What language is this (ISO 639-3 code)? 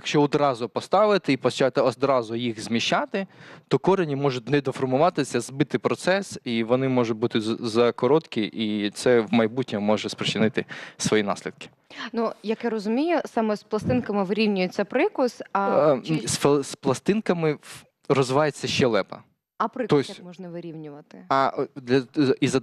ukr